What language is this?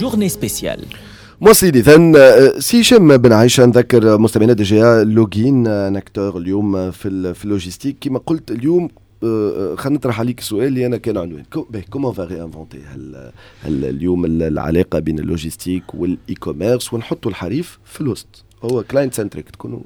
Tunisian Arabic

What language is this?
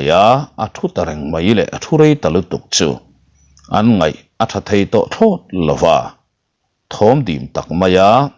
Mizo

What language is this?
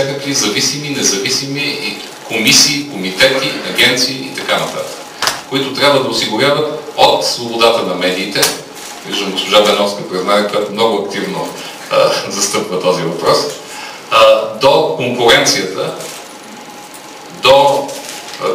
Bulgarian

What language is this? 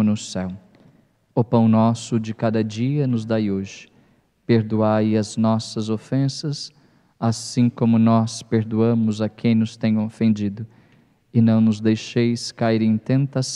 Portuguese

